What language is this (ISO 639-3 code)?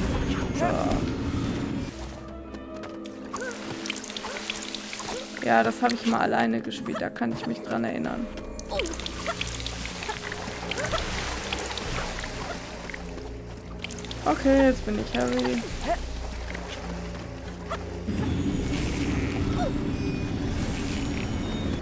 deu